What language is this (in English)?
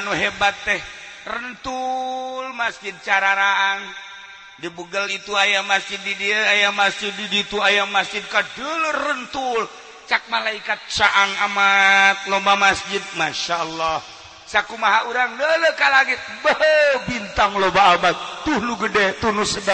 Sundanese